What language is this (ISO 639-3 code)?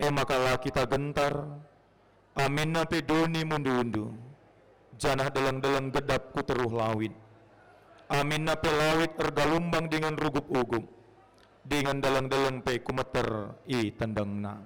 btx